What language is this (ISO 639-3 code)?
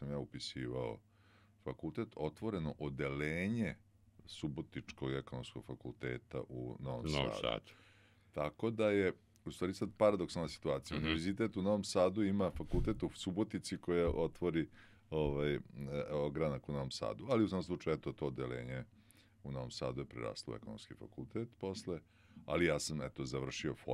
srp